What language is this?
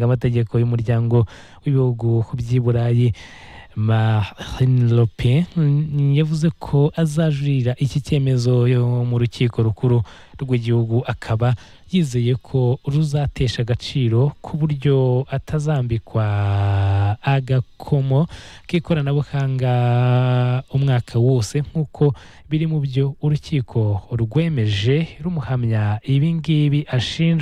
Kinyarwanda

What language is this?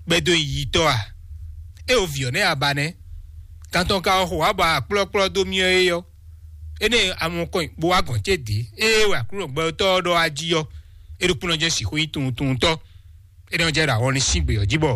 Fon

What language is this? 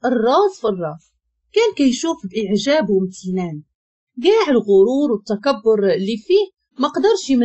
Moroccan Arabic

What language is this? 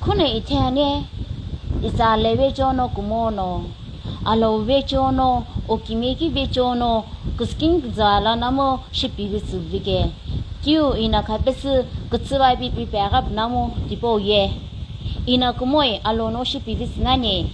Sumi Naga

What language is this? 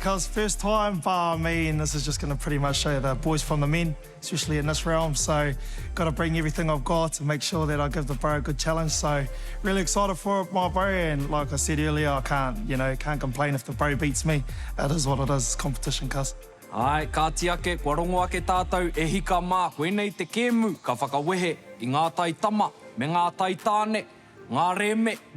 Māori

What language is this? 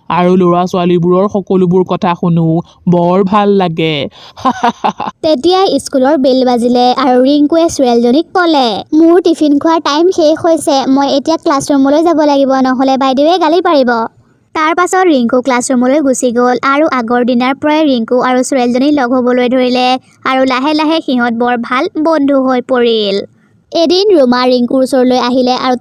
Assamese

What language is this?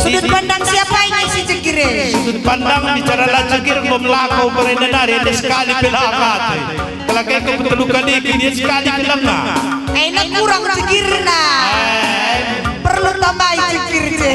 Batak Karo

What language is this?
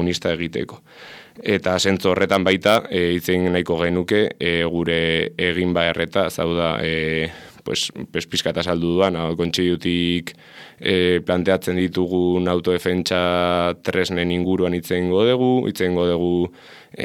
Basque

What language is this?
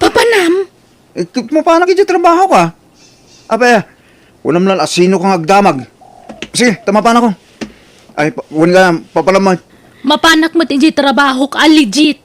Iloko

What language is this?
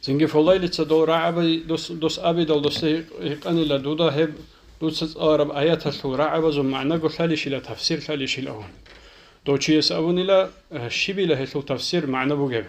Avaric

